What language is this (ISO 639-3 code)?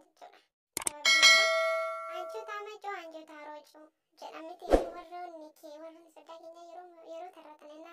orm